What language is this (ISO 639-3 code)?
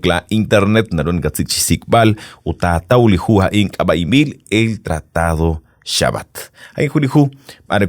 kek